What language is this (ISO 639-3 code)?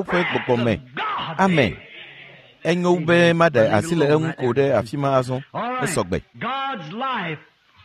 ewe